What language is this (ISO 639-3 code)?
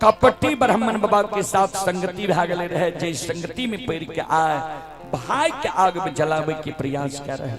mai